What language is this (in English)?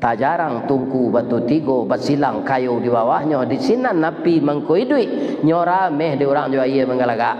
Minangkabau